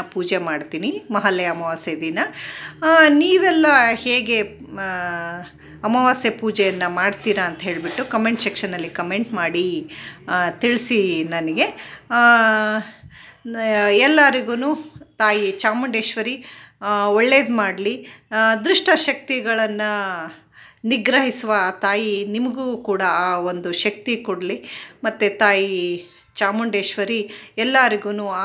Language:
Kannada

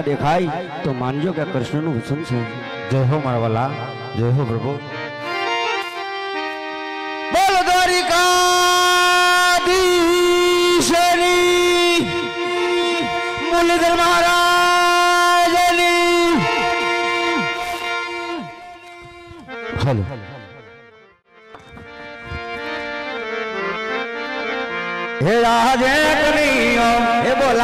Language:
Gujarati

